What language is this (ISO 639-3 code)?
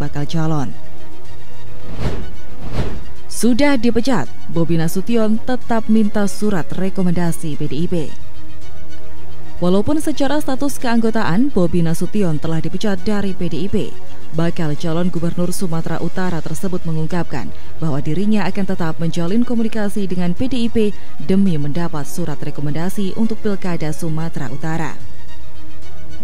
ind